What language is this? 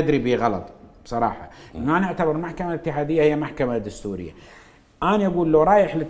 Mesopotamian Arabic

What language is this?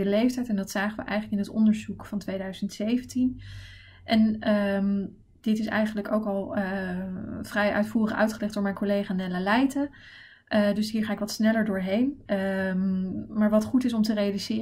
Dutch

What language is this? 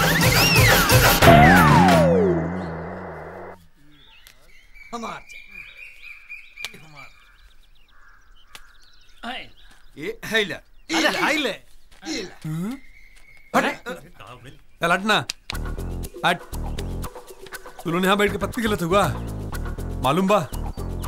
Bhojpuri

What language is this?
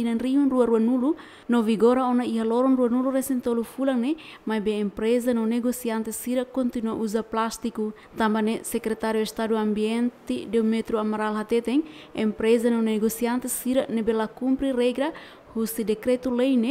Tetum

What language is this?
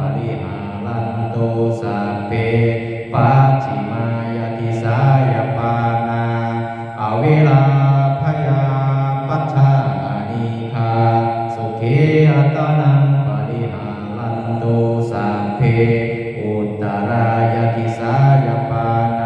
Pali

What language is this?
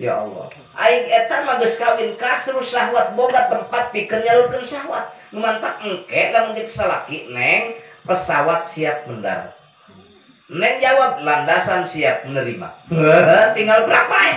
Sundanese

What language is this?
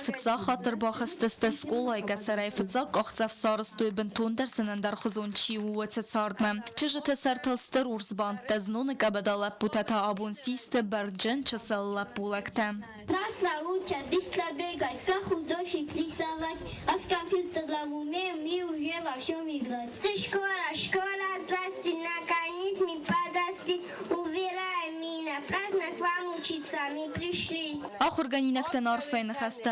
Ossetic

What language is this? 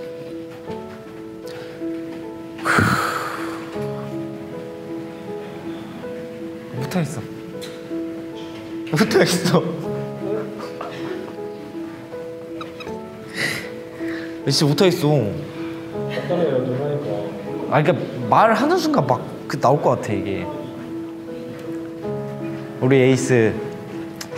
Korean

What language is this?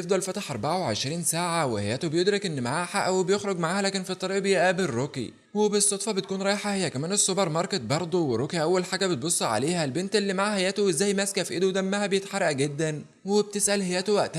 Egyptian Arabic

